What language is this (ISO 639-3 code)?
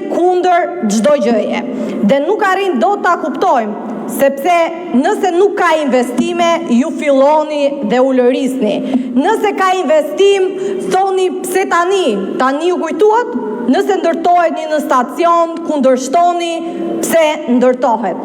sqi